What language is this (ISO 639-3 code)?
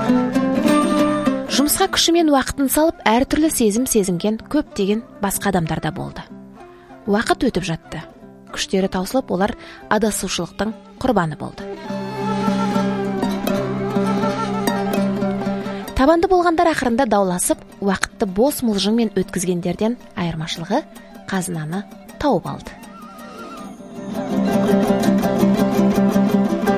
kaz